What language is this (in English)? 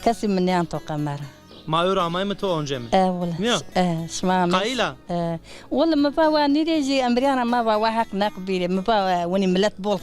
Zaza